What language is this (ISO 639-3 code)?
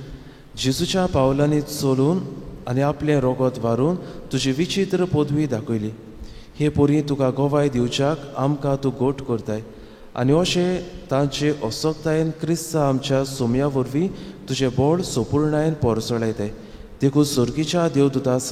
kok